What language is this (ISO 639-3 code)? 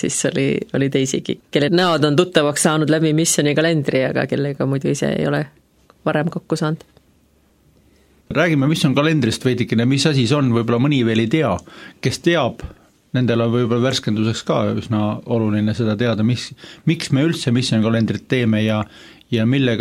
est